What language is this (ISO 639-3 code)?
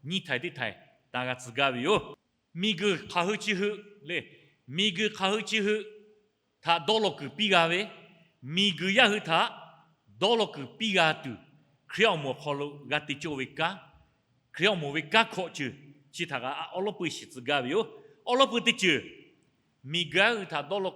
lhu